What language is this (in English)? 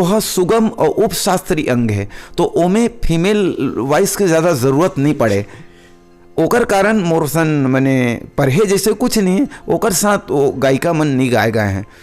Chhattisgarhi